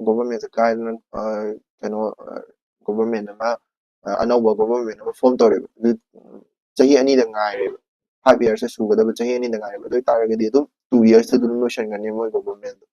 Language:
Manipuri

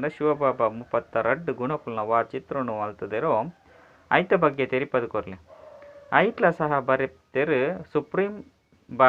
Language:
Tulu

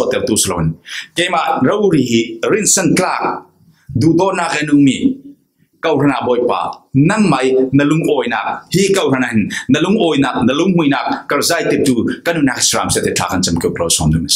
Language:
Falam Chin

